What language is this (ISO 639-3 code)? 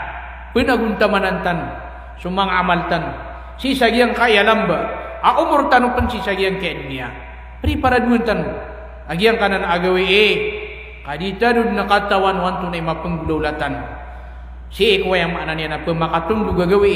mrw